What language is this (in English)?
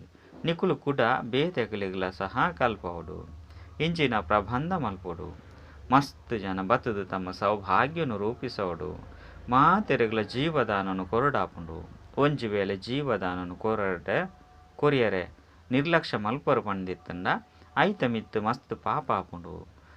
Tulu